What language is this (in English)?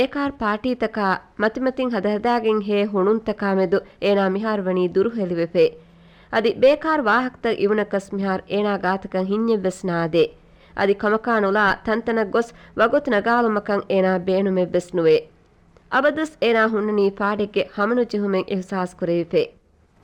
Divehi